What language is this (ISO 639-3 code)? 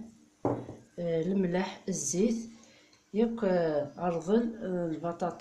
kab